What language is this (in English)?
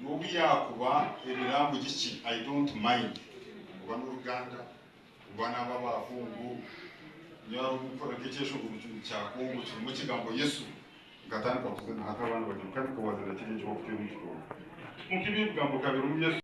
Nyankole